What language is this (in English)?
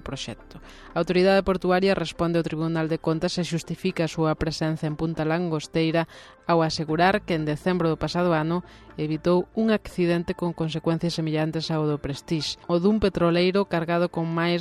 Galician